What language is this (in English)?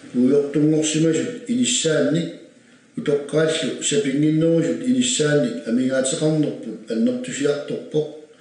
Kalaallisut